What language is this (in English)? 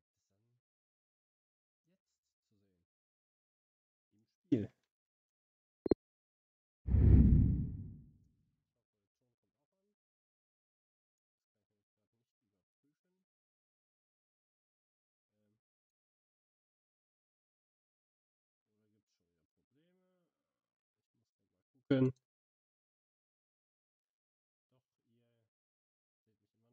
German